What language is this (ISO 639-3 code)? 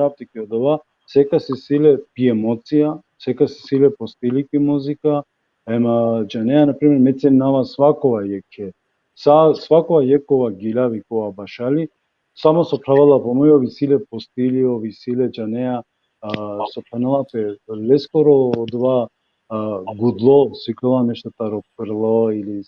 rmn